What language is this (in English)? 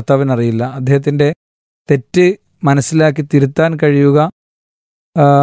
Malayalam